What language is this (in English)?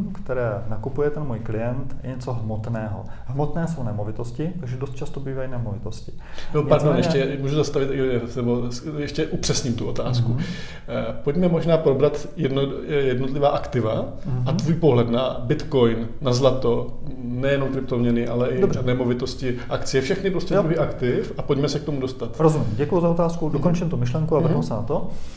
Czech